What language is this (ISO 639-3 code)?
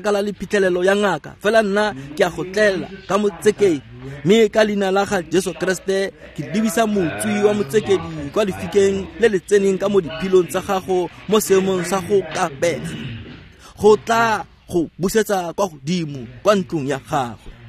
tsn